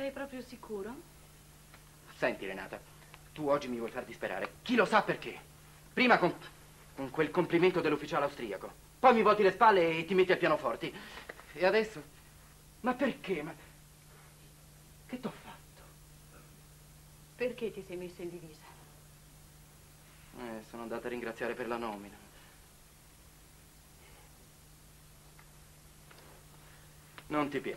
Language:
Italian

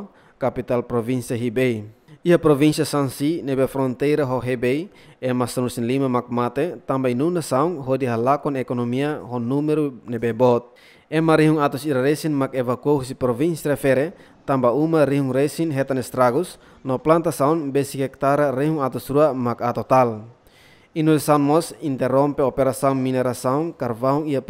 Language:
Tetum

